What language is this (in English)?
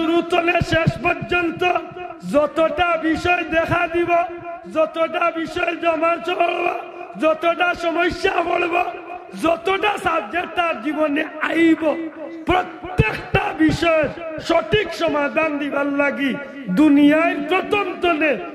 Sylheti